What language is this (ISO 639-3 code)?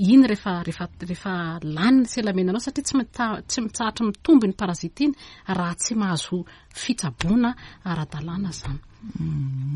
mlg